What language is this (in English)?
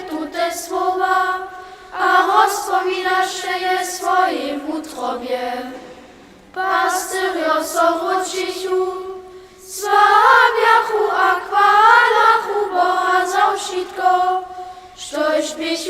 Upper Sorbian